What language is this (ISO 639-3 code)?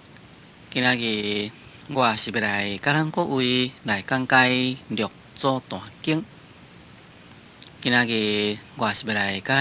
nan